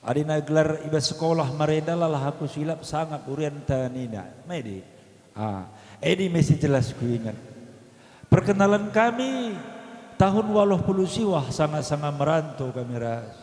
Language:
Batak Karo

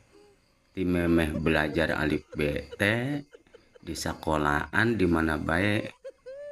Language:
Sundanese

